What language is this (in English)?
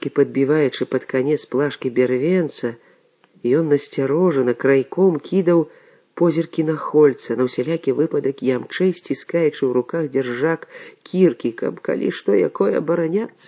Belarusian